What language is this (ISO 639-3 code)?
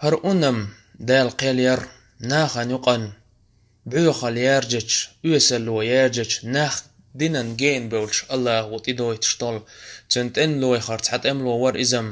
che